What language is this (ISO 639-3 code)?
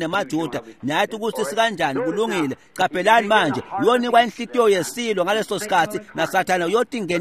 ssw